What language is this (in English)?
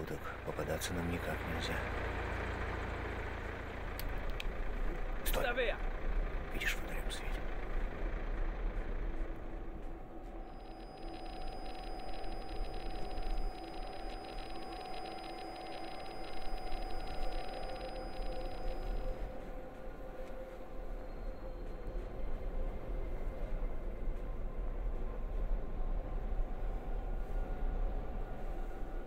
Russian